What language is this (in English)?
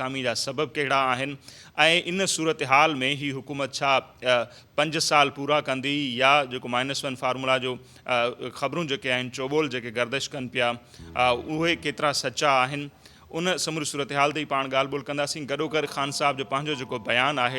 Sindhi